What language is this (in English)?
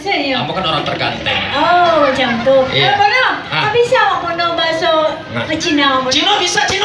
Minangkabau